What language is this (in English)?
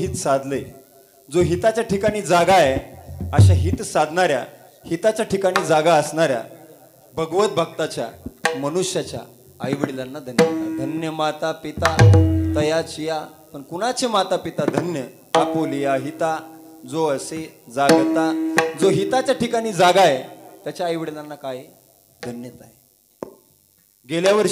Marathi